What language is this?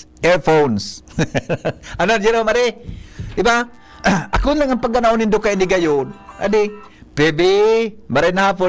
Bikol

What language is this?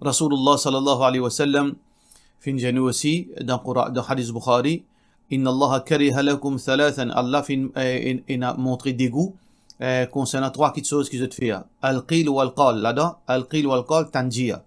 Morisyen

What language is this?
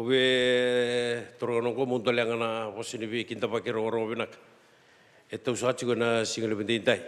Fijian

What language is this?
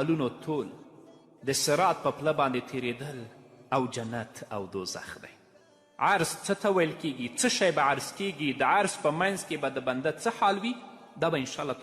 Pashto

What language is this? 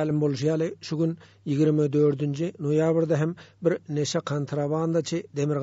Turkmen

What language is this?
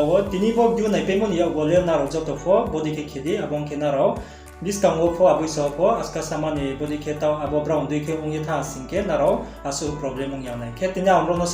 Riang (India)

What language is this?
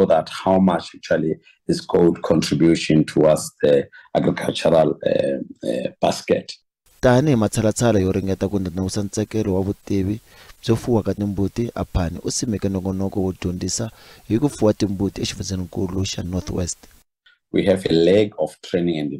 Tsonga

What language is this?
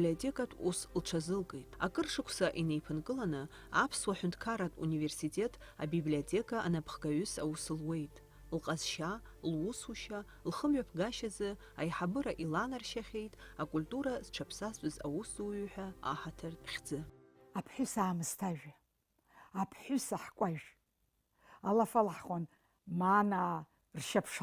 Abkhazian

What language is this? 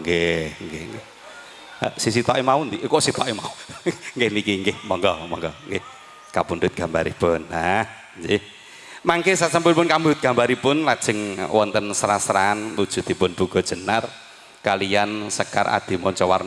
Javanese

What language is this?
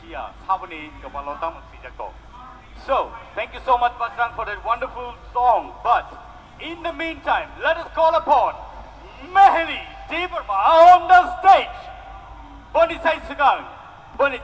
Kok Borok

